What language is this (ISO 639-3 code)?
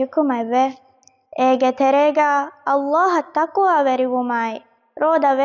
div